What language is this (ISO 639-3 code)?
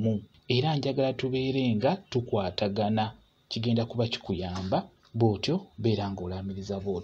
lug